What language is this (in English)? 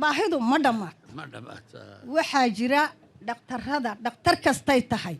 Somali